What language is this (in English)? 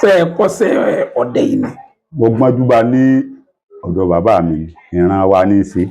Yoruba